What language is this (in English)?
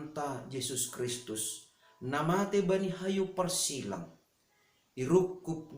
Batak Simalungun